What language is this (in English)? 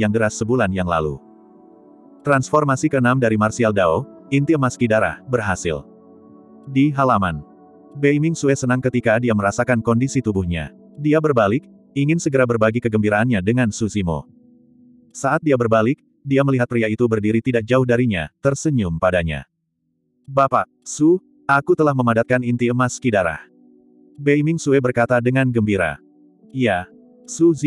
Indonesian